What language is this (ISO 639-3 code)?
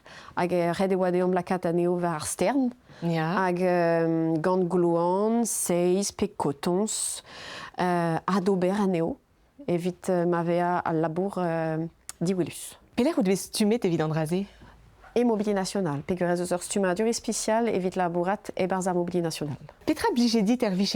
bre